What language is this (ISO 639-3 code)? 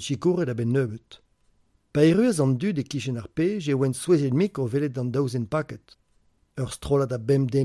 bre